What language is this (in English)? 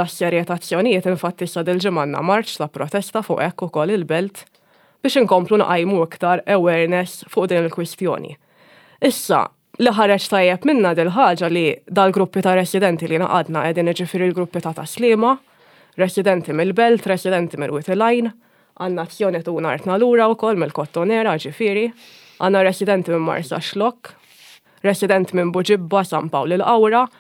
Maltese